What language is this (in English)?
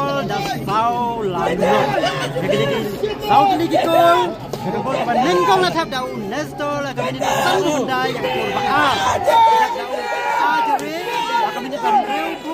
Khasi